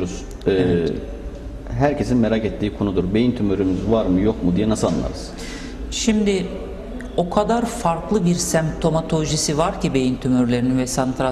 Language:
Turkish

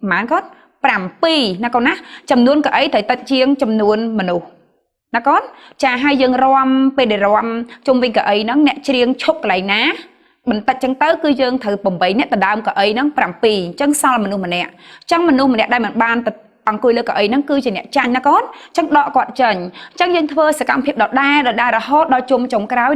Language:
Khmer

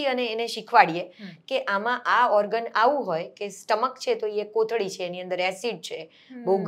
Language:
Gujarati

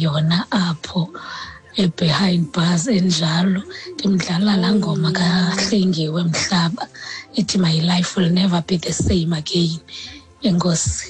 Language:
Xhosa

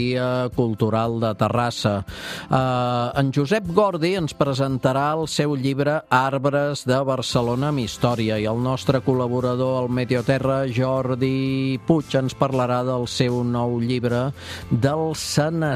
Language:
Catalan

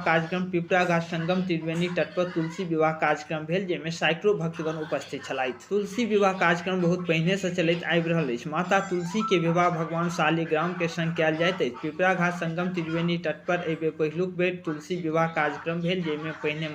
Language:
Maithili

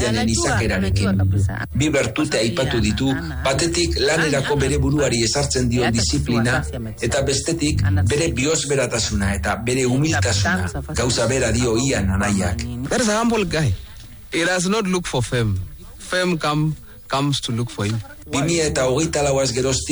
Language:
Basque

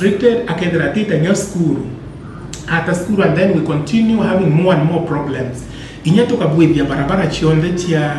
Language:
Meru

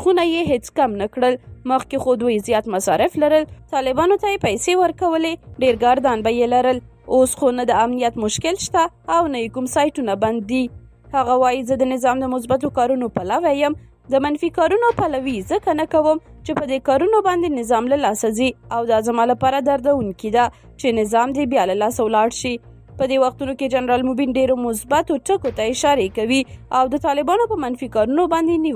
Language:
Pashto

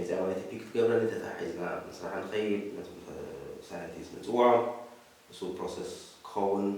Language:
Tigrinya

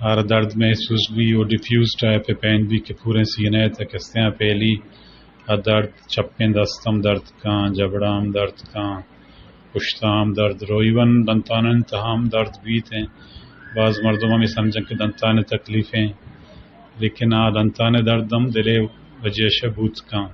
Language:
Eastern Balochi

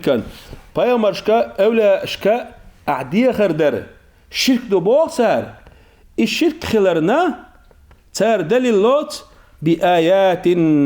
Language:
Chechen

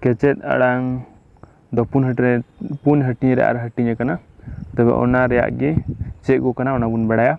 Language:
Santali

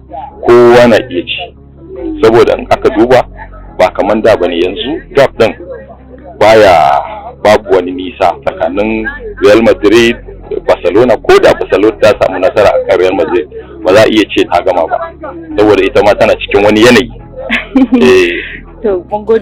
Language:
Hausa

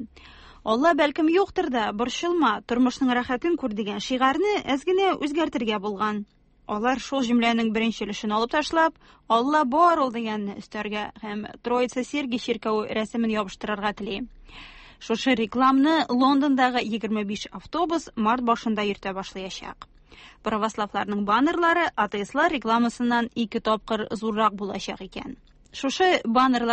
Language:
Tatar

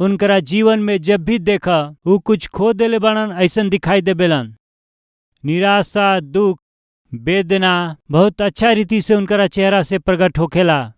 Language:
Bhojpuri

